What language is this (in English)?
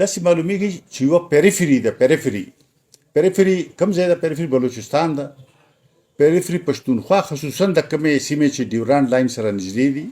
Pashto